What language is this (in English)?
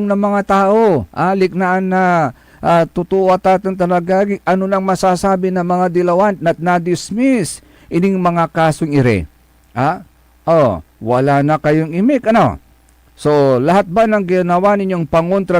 Pangasinan